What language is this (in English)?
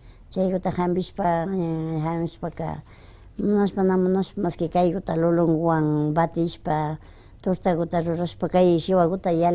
Imbabura Highland Quichua